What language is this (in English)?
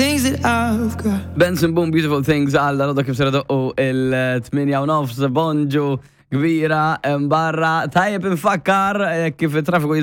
Maltese